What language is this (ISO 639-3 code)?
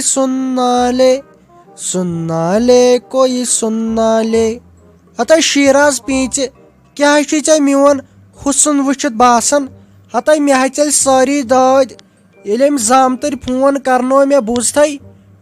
kas